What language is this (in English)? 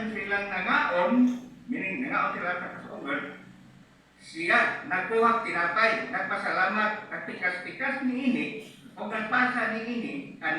Cebuano